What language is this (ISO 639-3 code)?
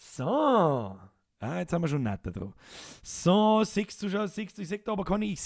bar